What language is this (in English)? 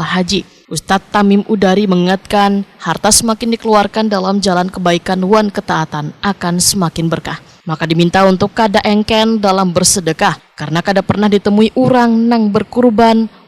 Banjar